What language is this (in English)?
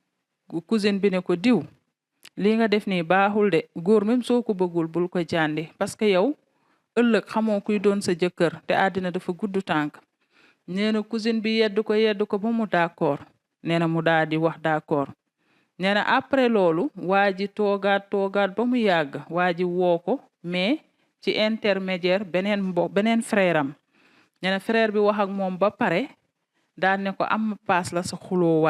Wolof